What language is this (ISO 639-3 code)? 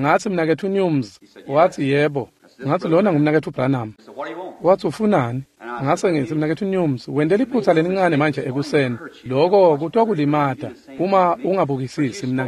ssw